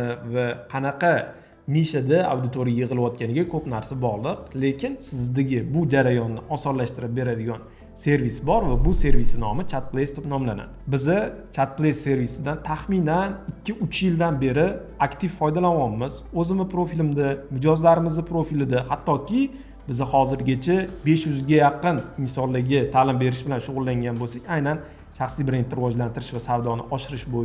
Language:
Uzbek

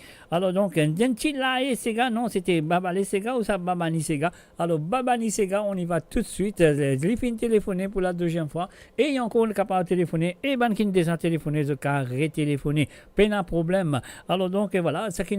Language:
Morisyen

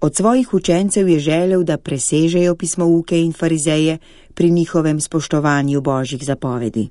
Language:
Slovenian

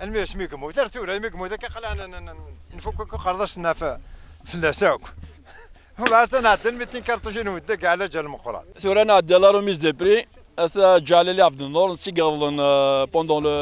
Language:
Kabyle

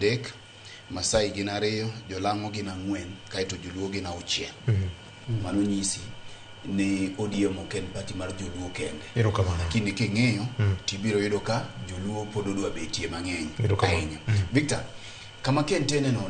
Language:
Luo (Kenya and Tanzania)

